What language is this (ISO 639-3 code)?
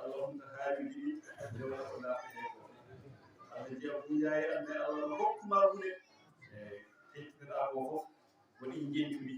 ful